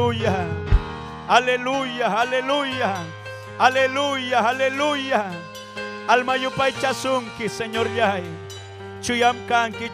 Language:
Ayacucho Quechua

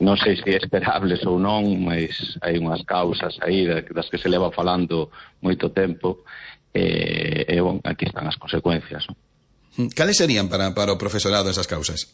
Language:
Galician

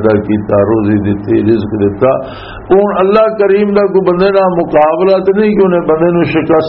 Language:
Western Panjabi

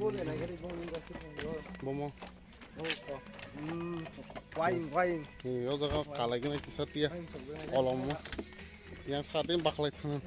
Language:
Kok Borok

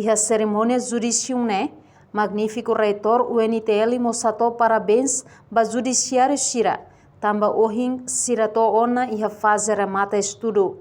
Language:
Tetum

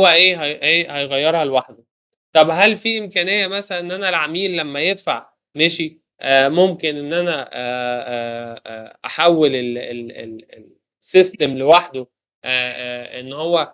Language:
Egyptian Arabic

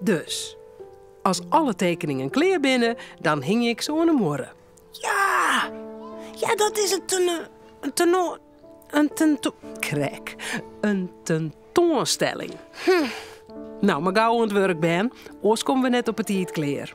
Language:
Western Frisian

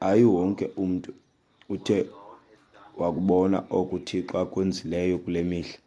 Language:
Xhosa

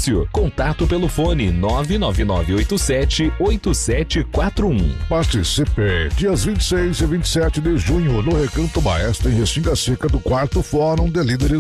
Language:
Portuguese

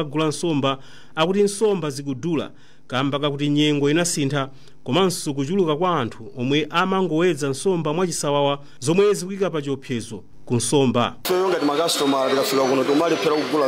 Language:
Nyanja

